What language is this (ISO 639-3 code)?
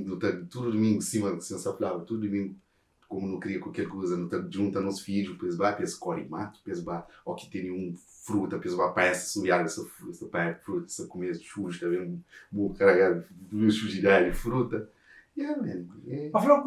kea